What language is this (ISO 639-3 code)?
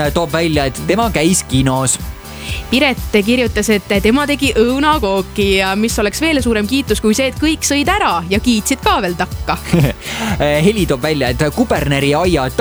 est